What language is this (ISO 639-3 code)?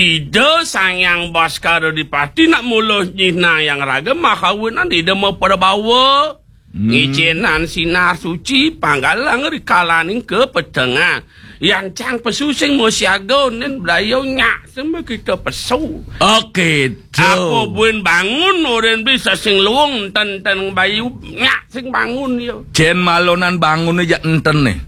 ban